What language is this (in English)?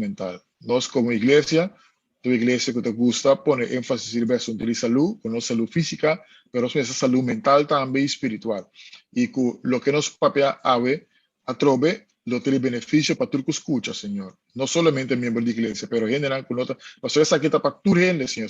Papiamento